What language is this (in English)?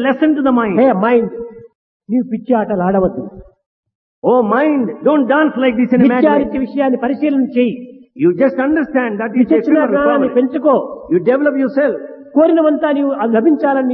Telugu